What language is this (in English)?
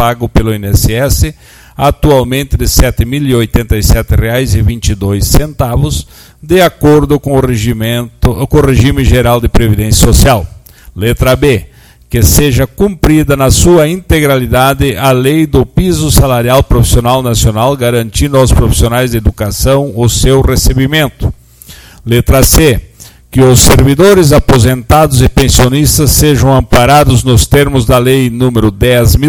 Portuguese